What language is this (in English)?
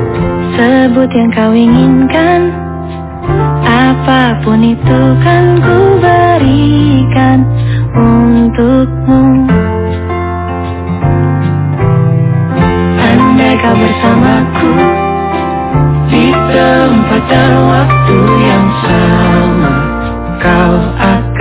Indonesian